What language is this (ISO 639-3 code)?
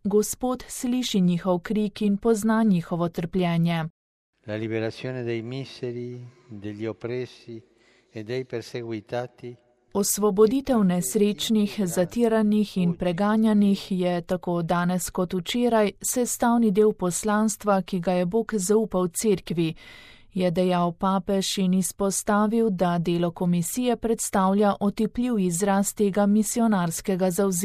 slv